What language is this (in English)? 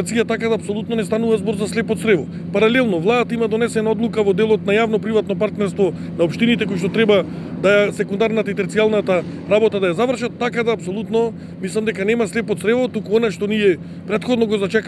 Macedonian